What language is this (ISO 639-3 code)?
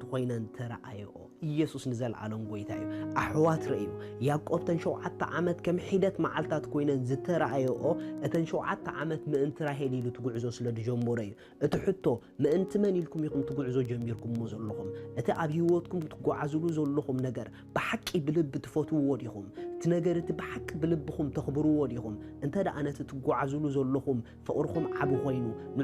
tir